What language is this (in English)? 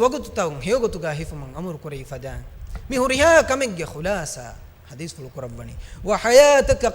Divehi